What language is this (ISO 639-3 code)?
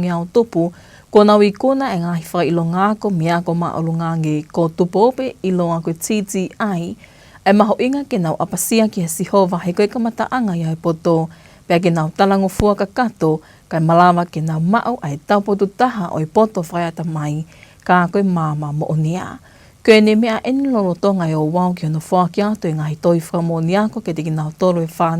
ton